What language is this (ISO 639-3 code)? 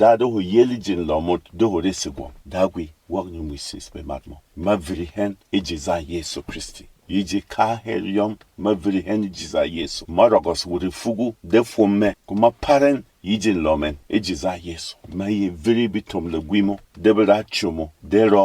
bom